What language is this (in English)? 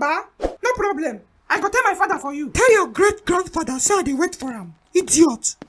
Nigerian Pidgin